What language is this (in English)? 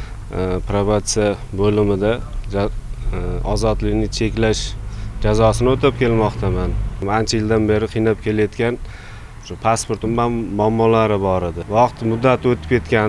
Uzbek